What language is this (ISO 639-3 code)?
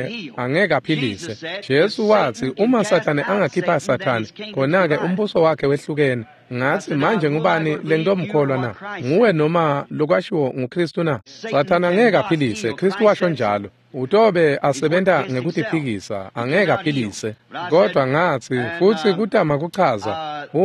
ssw